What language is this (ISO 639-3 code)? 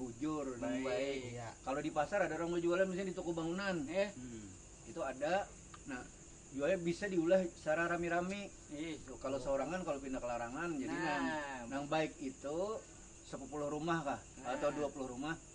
bjn